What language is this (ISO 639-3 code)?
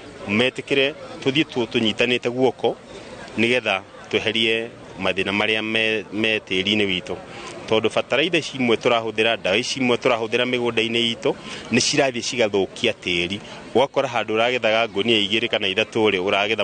kik